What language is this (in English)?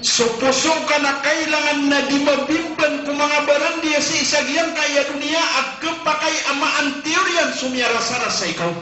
Maranao